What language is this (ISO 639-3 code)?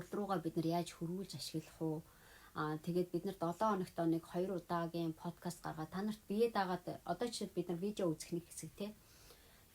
mon